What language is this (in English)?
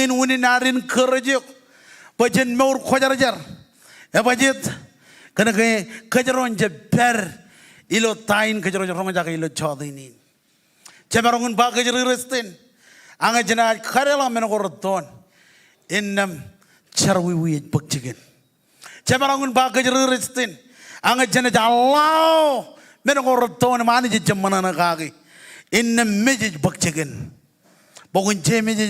Marshallese